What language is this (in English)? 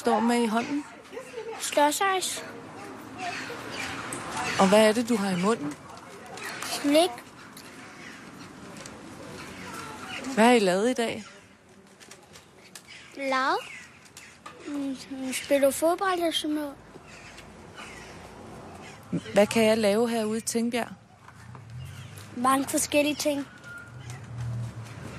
Danish